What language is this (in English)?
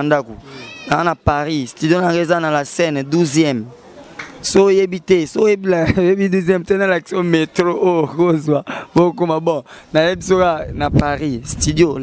Lingala